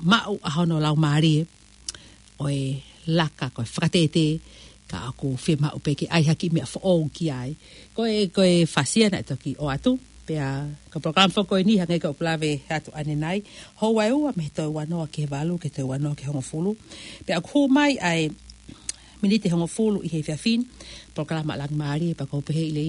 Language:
Tongan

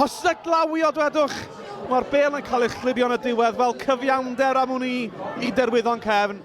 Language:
Welsh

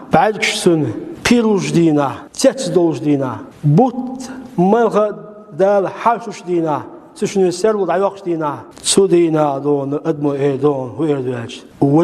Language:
Chechen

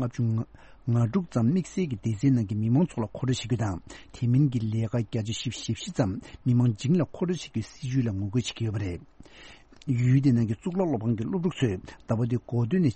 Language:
Tibetan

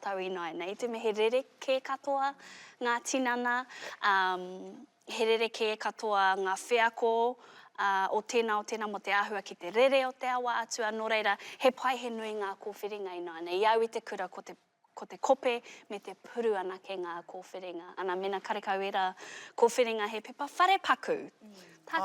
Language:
Māori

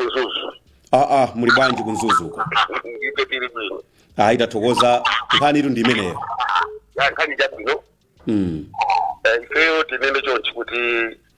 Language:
Nyanja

